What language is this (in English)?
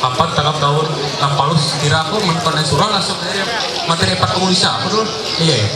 Ma'anyan